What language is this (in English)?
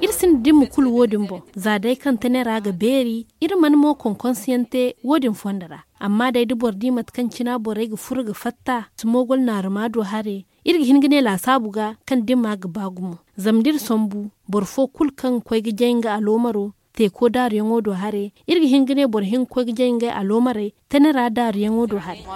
Zarma